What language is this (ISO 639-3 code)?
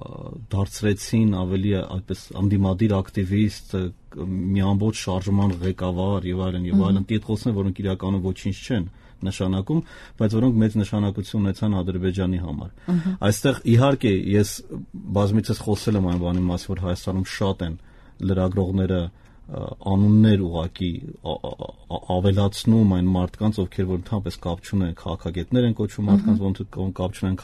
hye